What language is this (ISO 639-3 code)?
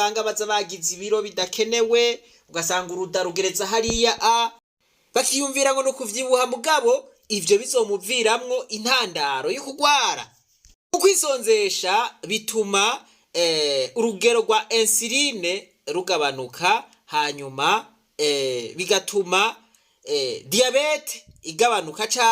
run